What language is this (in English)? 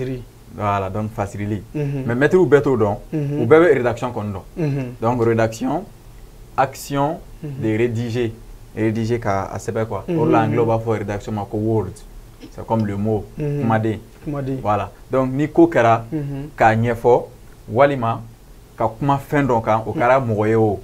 Bambara